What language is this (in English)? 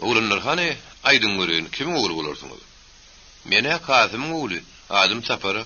Turkmen